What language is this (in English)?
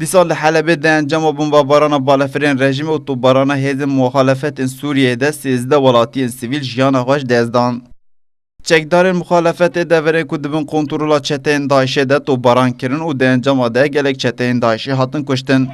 Kurdish